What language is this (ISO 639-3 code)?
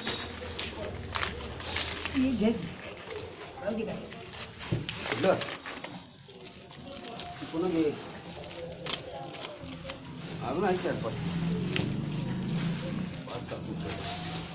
mar